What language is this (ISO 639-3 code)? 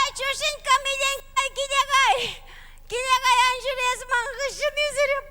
chv